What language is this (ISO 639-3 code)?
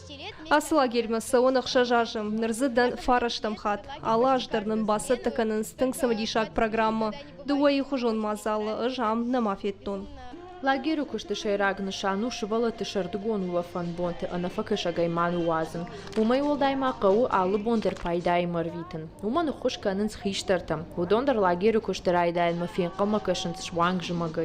oss